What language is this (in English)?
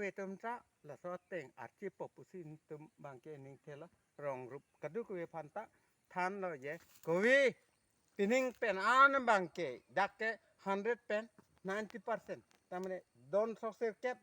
Karbi